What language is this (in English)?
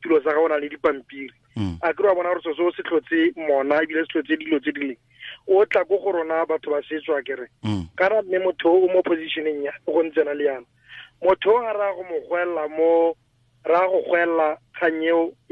Tswana